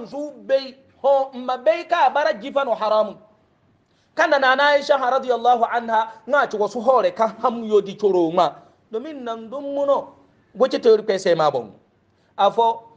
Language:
Hausa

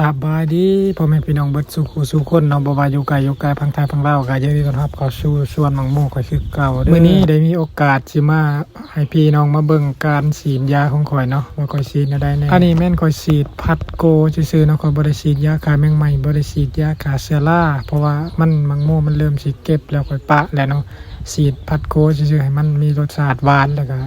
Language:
Lao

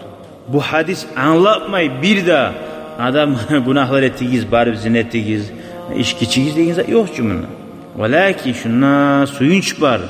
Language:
Kumyk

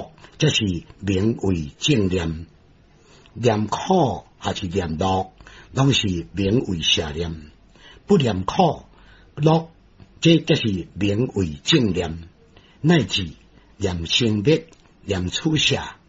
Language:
Min Nan Chinese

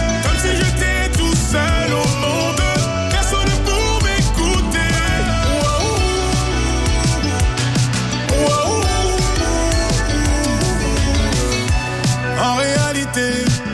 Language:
French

